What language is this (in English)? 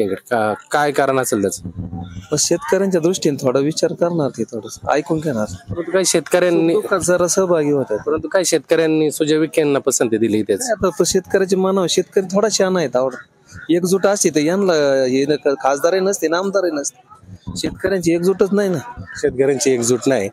Marathi